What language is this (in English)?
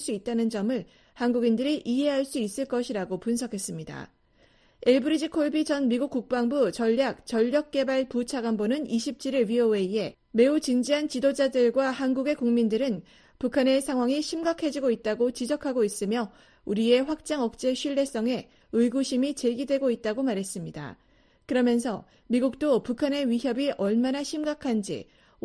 Korean